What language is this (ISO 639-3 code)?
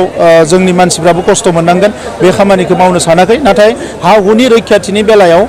brx